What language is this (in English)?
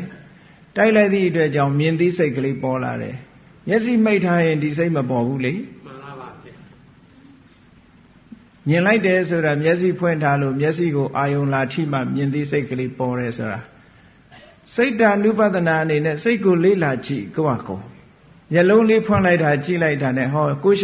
Burmese